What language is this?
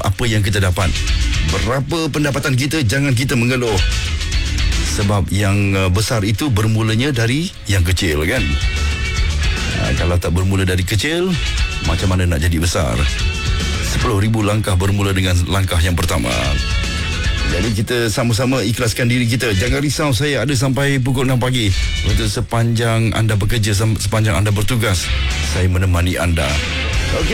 Malay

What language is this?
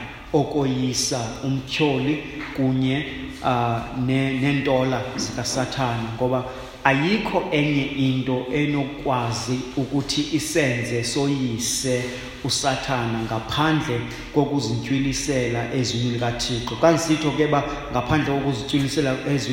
Xhosa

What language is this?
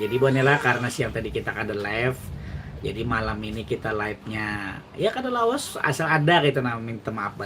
Banjar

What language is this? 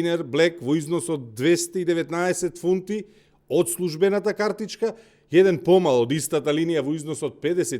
Macedonian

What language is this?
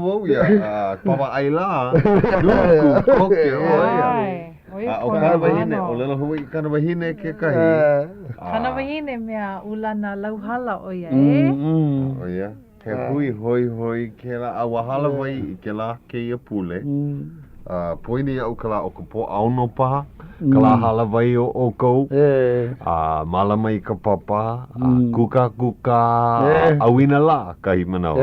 Hawaiian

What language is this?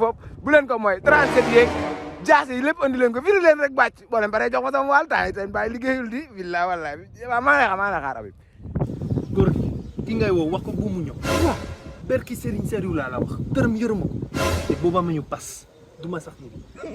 Wolof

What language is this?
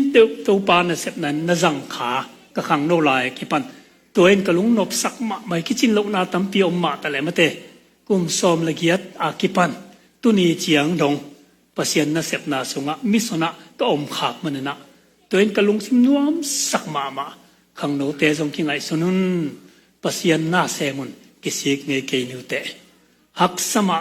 Tedim Chin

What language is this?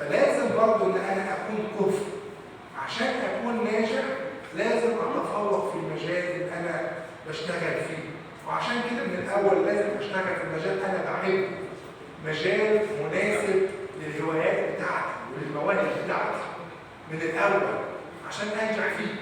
Egyptian Arabic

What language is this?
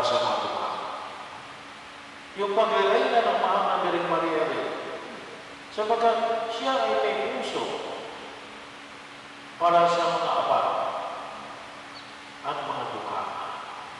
Filipino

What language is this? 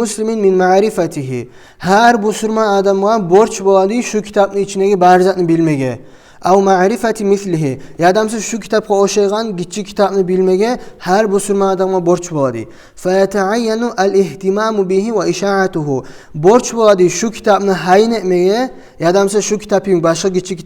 Kumyk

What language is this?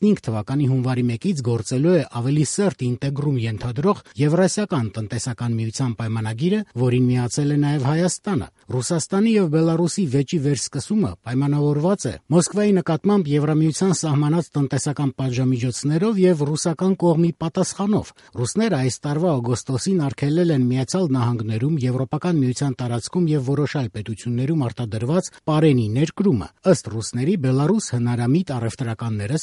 Armenian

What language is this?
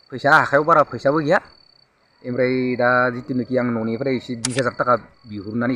Bodo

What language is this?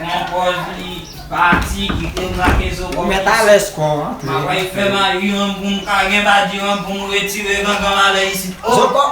Haitian Creole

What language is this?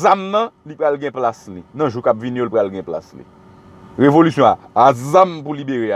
Haitian Creole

